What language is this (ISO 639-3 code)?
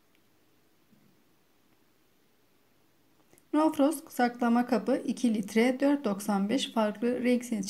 tur